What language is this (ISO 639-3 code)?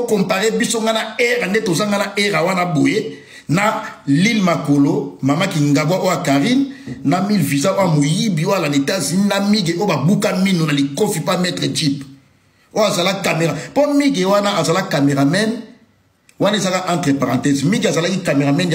lin